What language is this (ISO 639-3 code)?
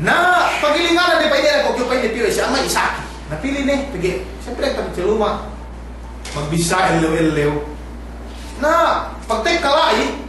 yka